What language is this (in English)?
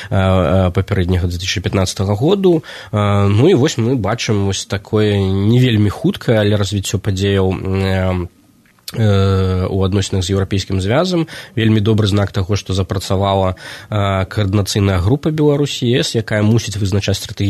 Belarusian